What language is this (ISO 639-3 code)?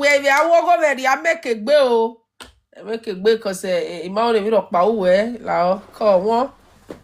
pcm